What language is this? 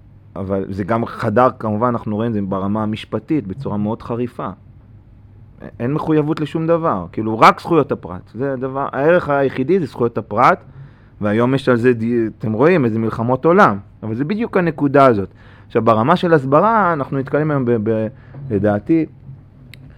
Hebrew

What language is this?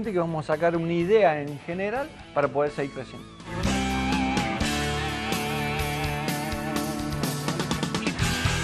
Spanish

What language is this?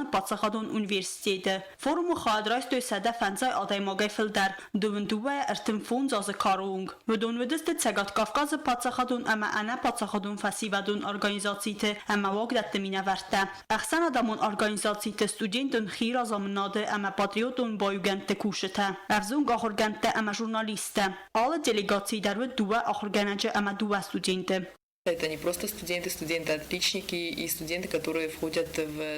Ossetic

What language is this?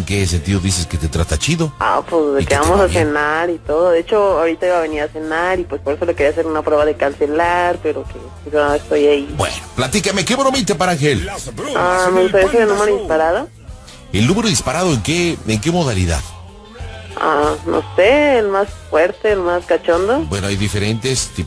Spanish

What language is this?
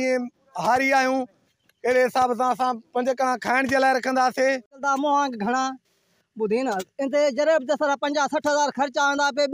Sindhi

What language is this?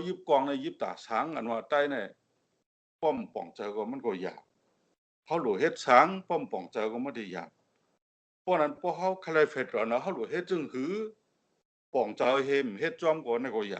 Shan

